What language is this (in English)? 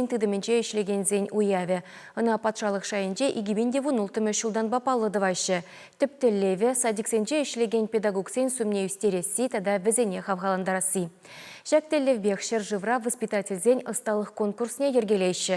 Chuvash